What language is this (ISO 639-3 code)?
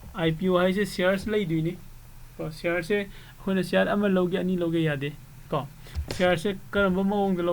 mni